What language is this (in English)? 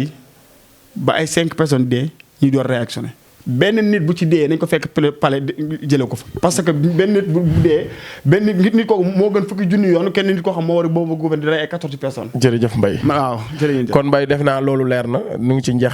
Wolof